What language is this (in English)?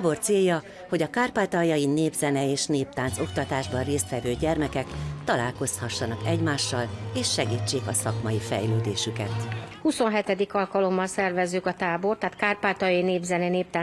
Hungarian